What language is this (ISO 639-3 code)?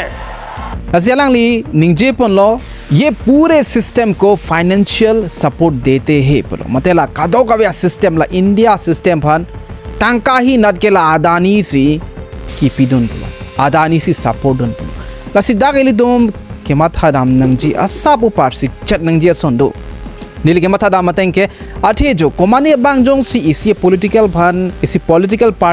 mjw